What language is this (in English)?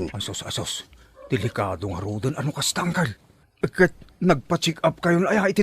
Iloko